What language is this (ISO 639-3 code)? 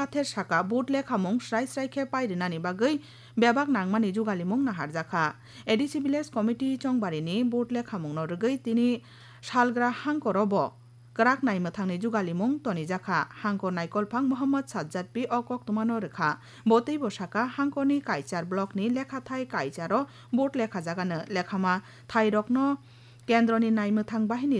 trp